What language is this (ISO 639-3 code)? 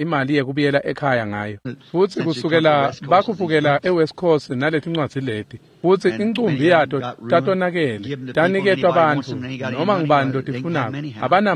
ssw